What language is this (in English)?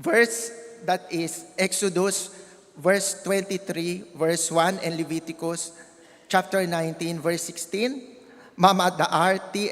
Iloko